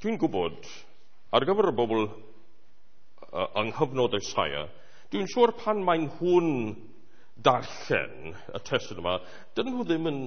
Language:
Welsh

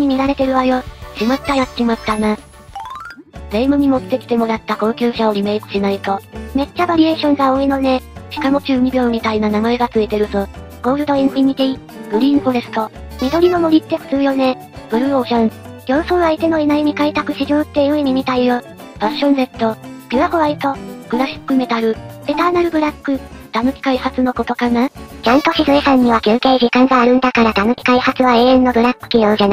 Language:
Japanese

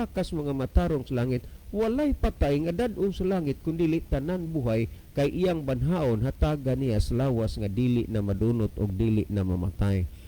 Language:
Cebuano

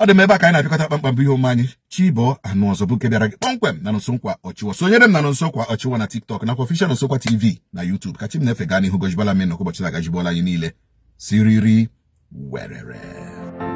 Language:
Igbo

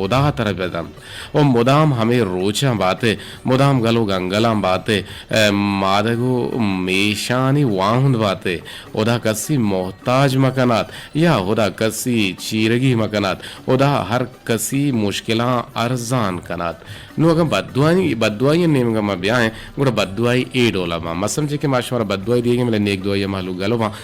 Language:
Eastern Balochi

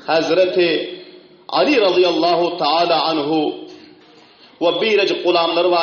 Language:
Turkmen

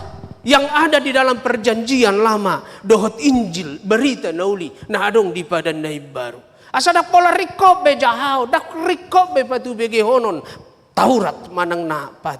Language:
Batak Toba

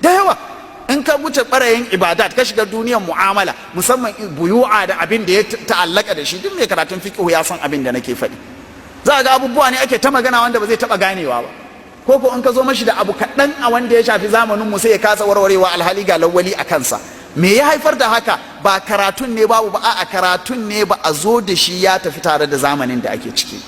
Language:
Hausa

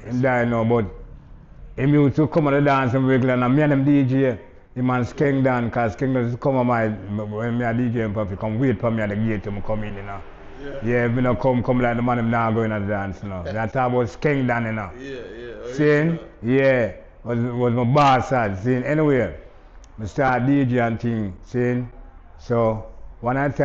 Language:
Jamaican Creole English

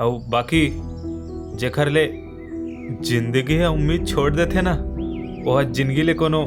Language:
Chhattisgarhi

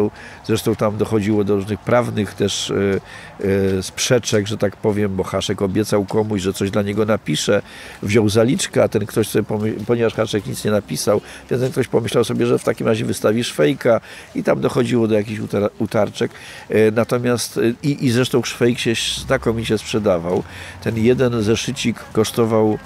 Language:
Polish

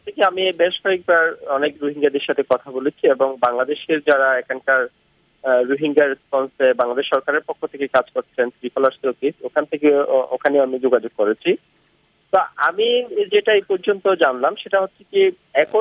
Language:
Bangla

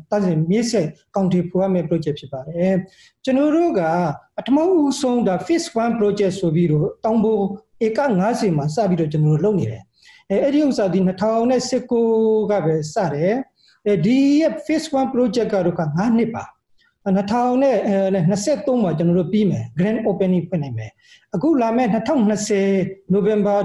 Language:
Burmese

